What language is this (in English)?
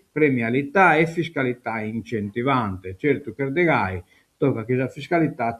Sardinian